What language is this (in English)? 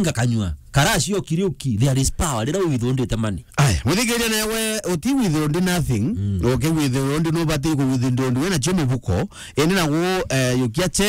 Meru